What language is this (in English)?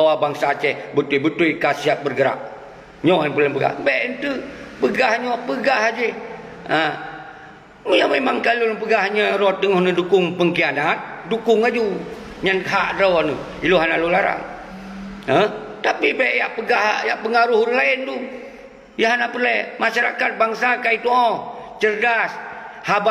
Achinese